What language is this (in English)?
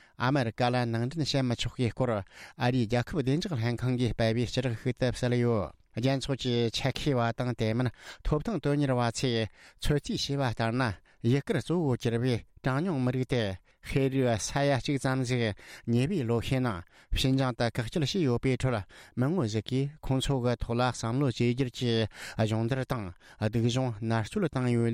Tibetan